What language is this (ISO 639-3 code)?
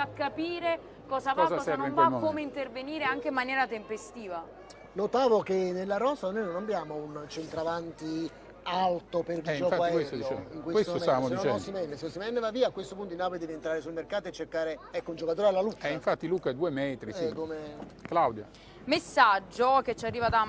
ita